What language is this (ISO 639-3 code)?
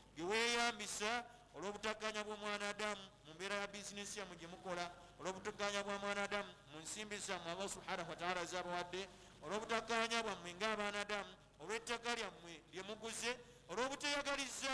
lug